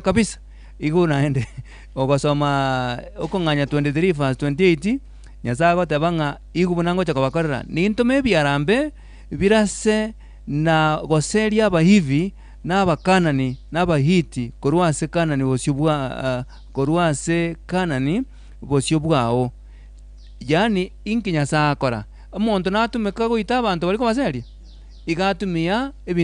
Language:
Gusii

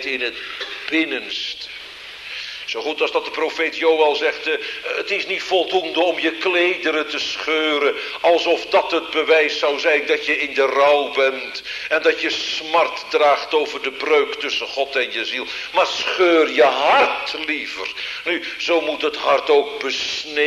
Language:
Dutch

